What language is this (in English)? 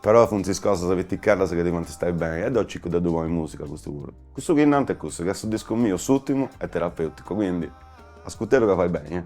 Sardinian